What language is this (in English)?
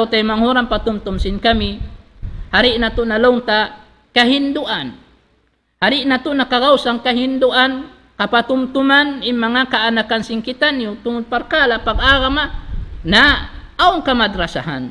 Tausug